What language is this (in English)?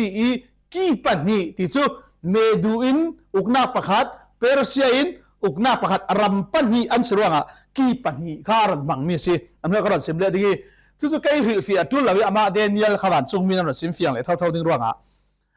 Falam Chin